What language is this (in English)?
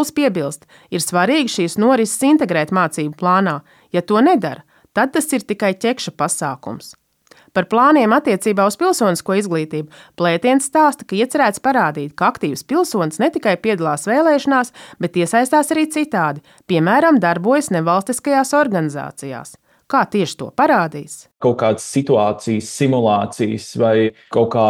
Latvian